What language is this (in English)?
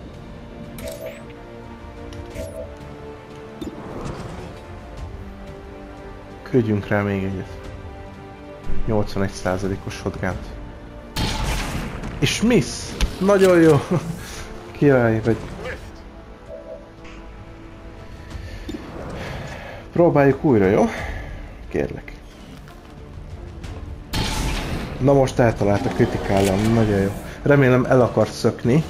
Hungarian